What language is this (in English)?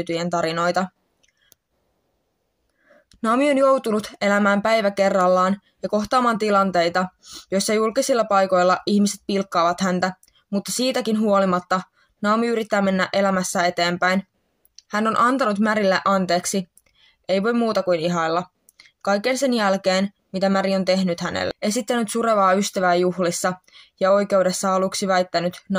Finnish